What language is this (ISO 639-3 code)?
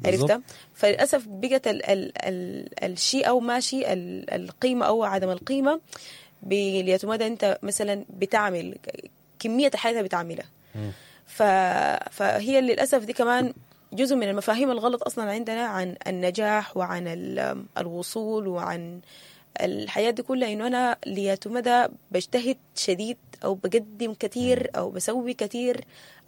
apd